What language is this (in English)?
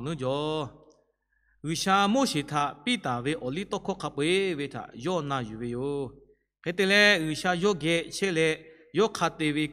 Lahu